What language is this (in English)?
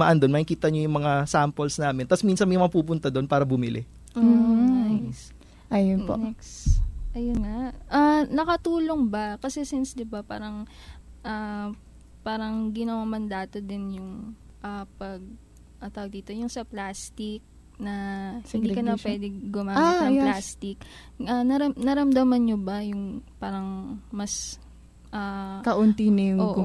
Filipino